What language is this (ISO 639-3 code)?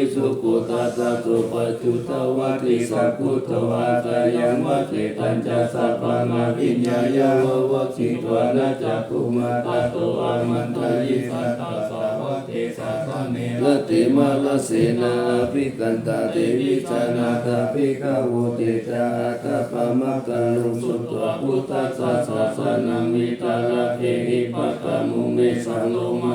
pli